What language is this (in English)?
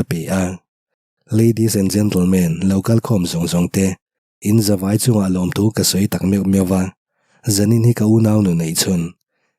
Mizo